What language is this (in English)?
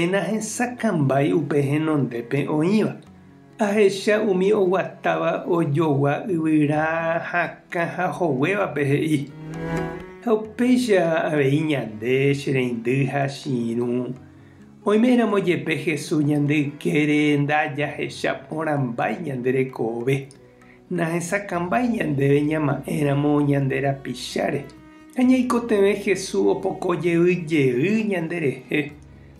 Guarani